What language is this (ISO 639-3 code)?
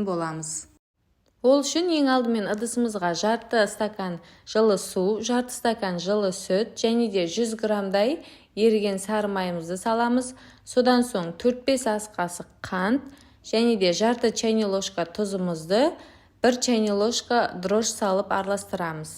kaz